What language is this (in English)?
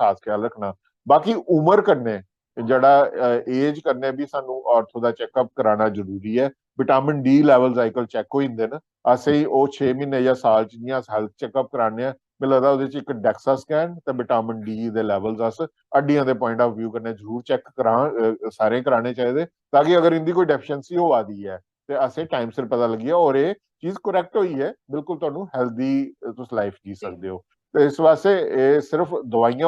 Dogri